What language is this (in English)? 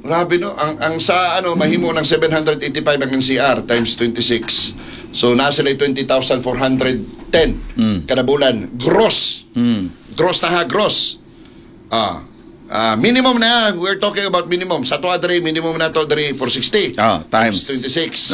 Cebuano